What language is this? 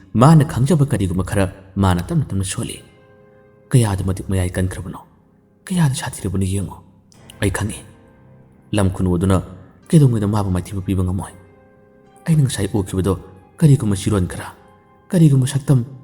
Manipuri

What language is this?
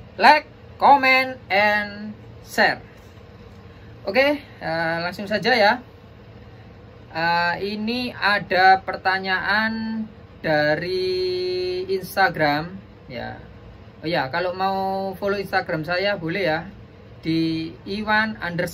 Indonesian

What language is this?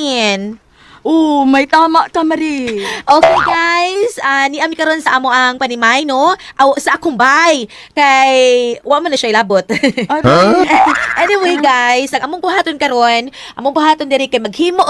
Cebuano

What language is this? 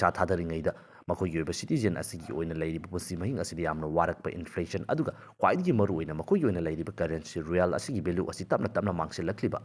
Manipuri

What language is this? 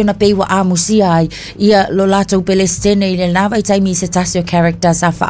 Samoan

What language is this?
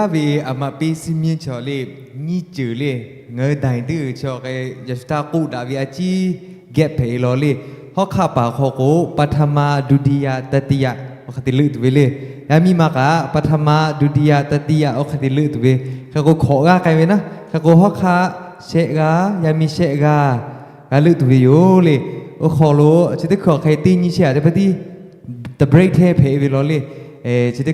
Lahu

